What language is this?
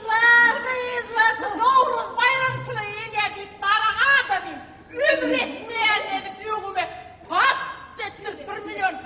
Turkmen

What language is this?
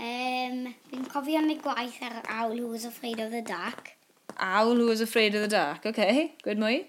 Welsh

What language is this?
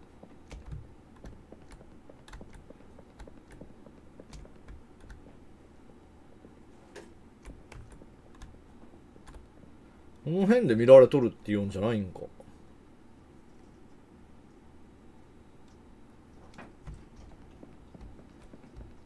Japanese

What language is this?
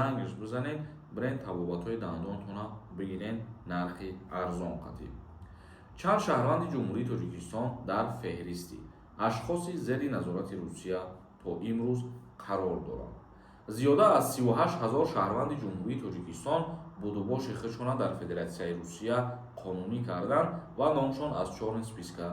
Tajik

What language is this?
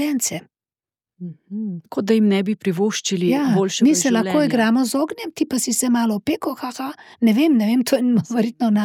Slovenian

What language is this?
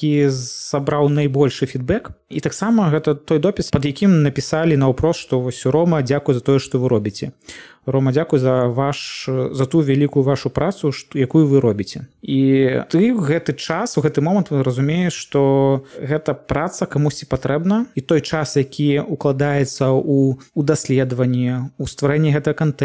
Belarusian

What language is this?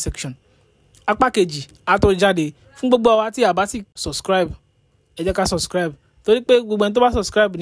Yoruba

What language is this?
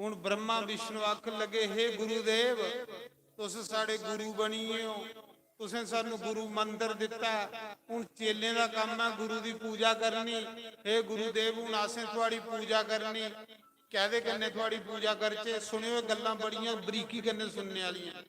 Dogri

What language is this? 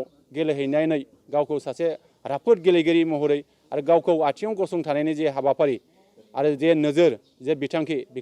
Bodo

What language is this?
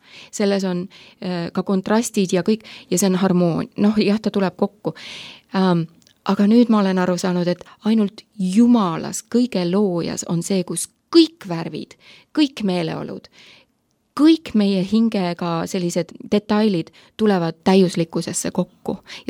Estonian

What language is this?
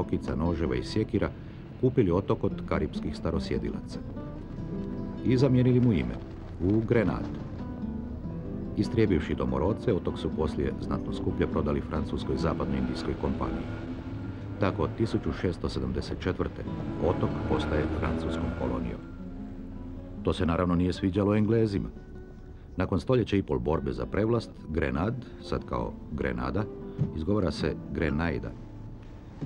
Croatian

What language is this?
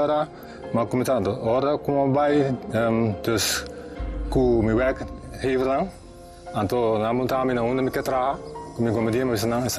Papiamento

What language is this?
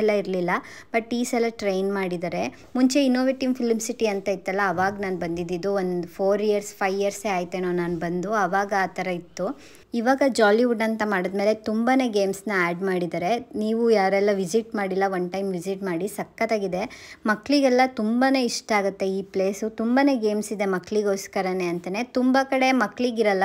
Kannada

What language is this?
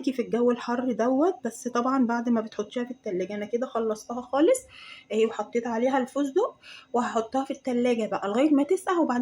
Egyptian Arabic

